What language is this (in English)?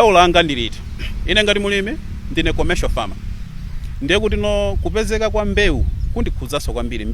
Nyanja